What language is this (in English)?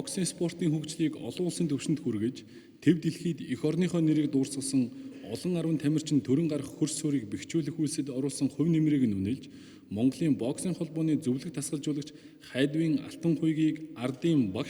Mongolian